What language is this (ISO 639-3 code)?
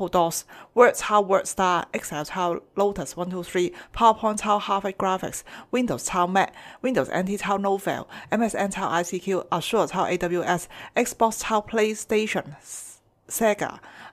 yue